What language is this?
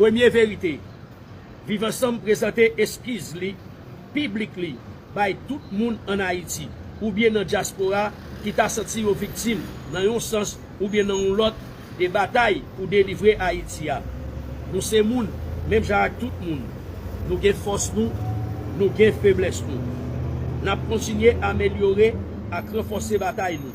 Haitian Creole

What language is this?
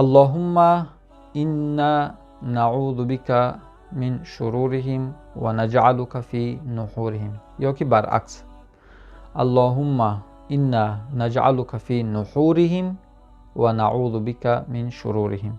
Tajik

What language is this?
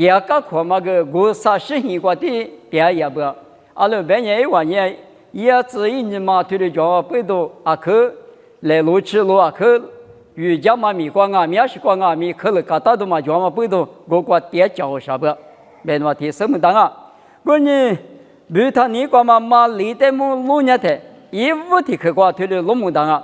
Lisu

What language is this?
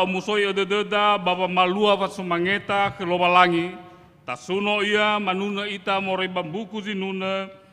Nias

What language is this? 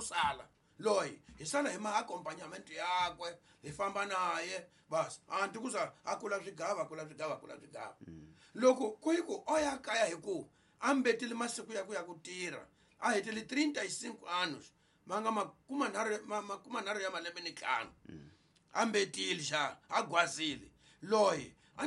Tsonga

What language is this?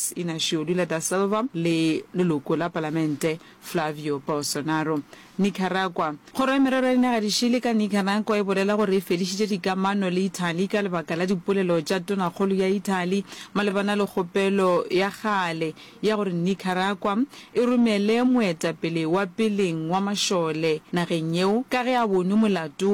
Northern Sotho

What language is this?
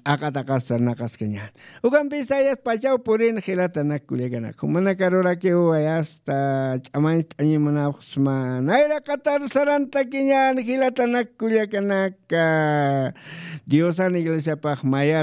Aymara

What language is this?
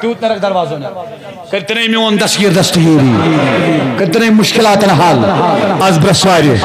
Kashmiri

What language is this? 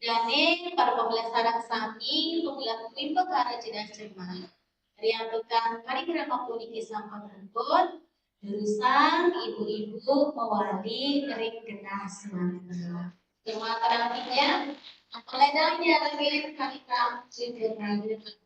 Balinese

